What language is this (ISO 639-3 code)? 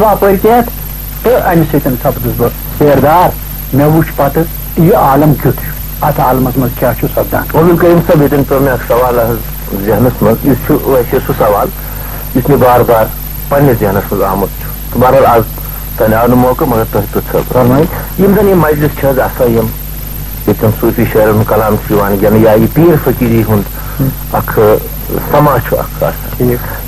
kas